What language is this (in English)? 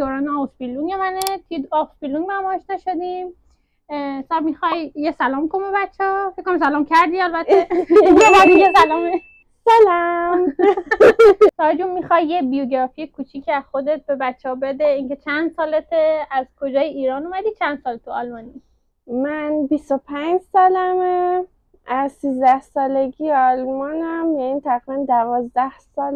Persian